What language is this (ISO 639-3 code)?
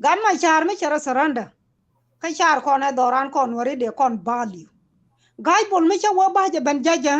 nus